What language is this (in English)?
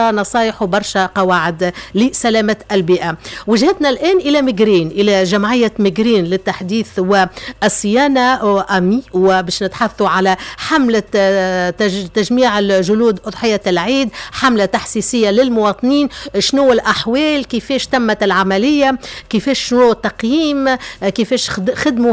Tunisian Arabic